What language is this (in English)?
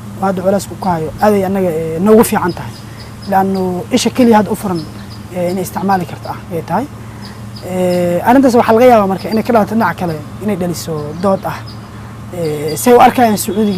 Somali